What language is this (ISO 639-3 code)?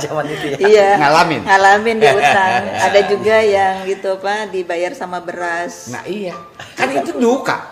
bew